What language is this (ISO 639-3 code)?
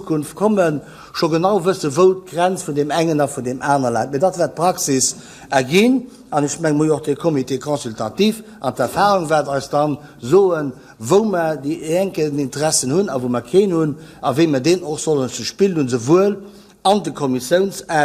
ltz